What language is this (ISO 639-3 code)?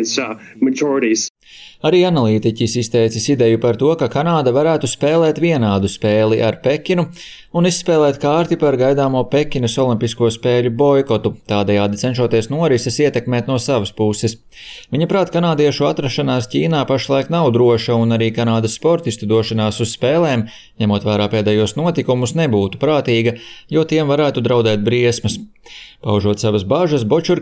lav